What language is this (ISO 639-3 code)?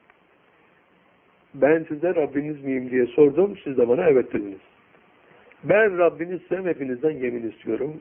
tur